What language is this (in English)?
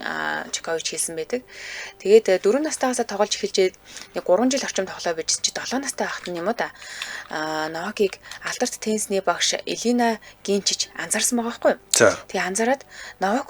Mongolian